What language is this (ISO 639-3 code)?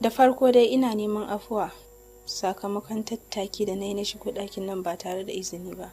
hau